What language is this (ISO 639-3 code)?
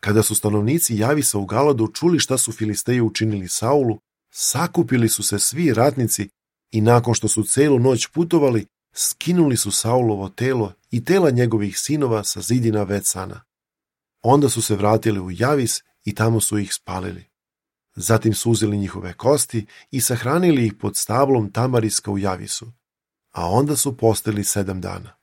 srp